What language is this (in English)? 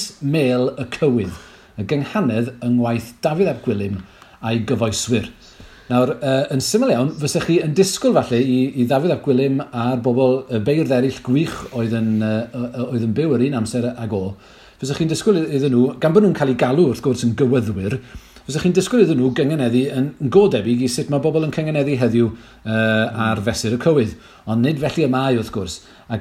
Welsh